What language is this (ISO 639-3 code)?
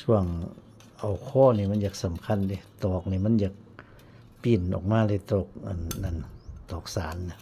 tts